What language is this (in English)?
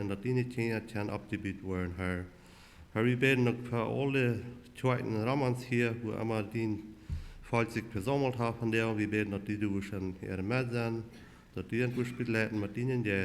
Plautdietsch